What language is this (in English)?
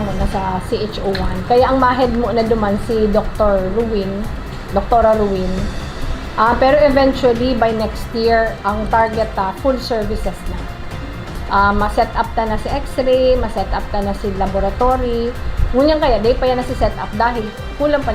Bikol